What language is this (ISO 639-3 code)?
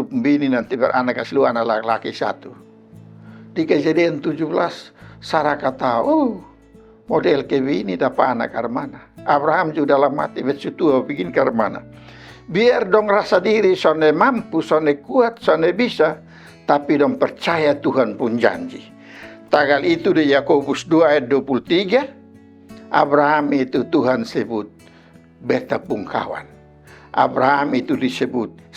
mkn